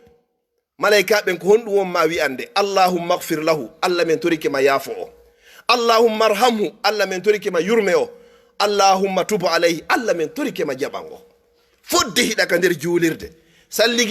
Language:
Fula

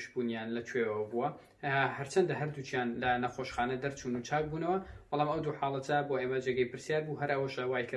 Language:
Central Kurdish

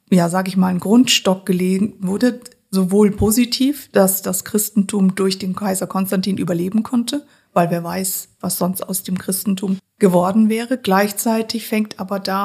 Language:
German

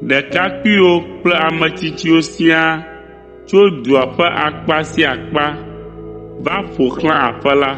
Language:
Ewe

